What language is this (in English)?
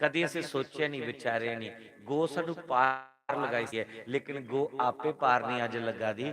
Dogri